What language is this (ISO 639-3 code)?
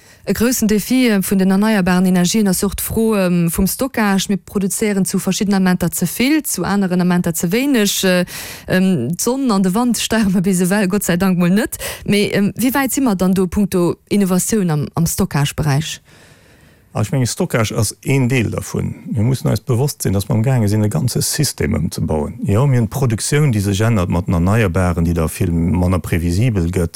ltz